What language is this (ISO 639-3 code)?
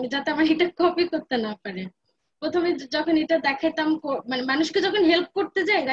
ben